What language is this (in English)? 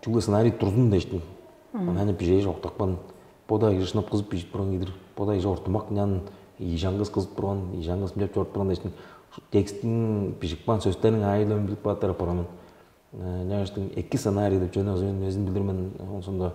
Tuvinian